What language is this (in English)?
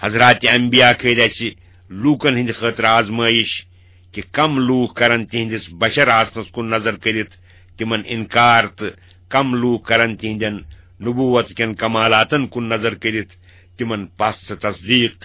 Kashmiri